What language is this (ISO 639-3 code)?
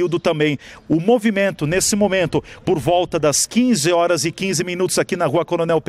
por